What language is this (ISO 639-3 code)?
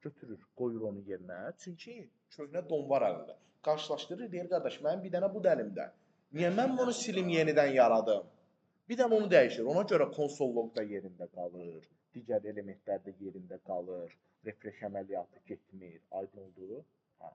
aze